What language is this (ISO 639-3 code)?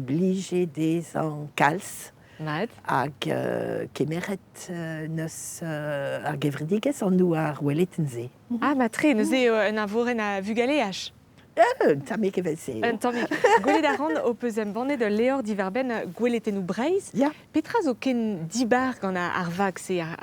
bre